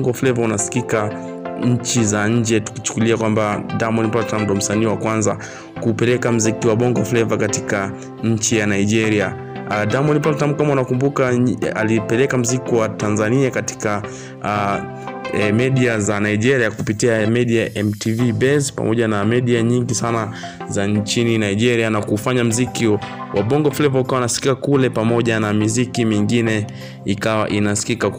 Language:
Swahili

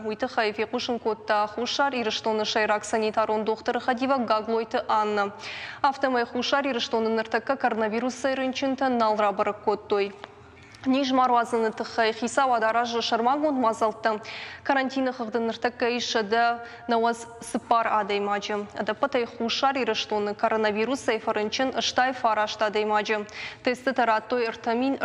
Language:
Ossetic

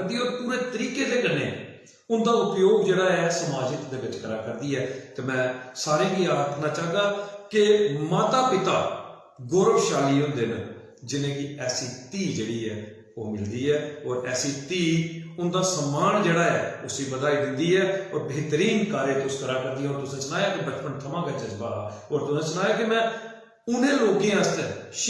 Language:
Dogri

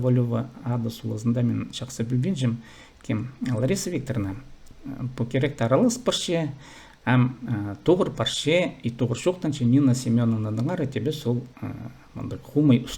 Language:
Khakas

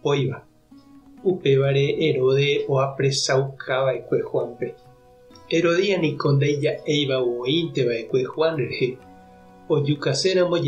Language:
Guarani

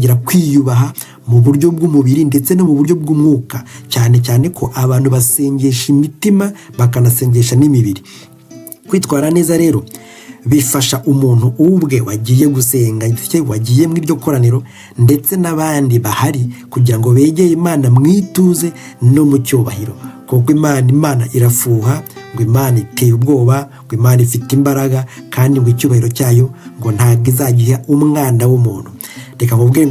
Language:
Kinyarwanda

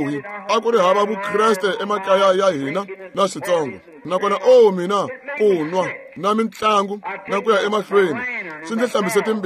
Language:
Tsonga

